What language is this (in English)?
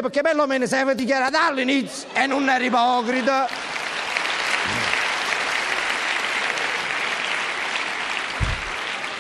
Italian